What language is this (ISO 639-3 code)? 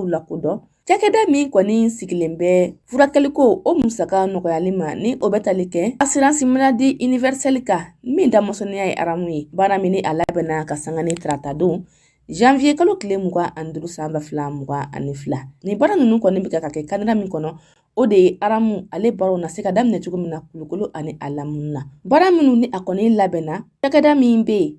bam